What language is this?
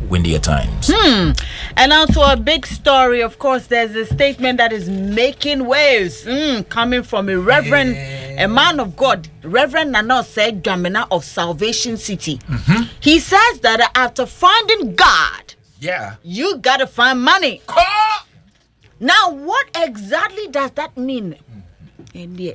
English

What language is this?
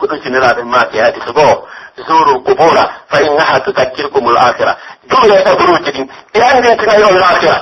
Pular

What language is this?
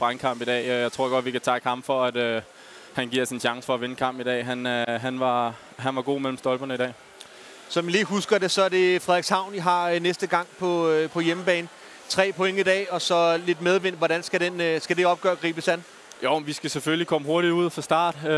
Danish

